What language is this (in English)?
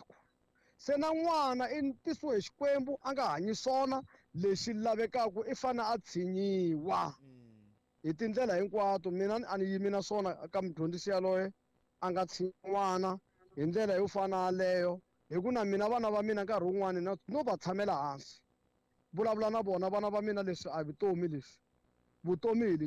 Tsonga